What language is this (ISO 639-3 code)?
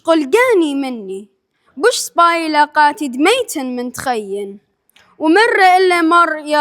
aii